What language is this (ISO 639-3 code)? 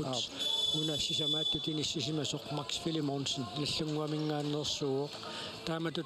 kal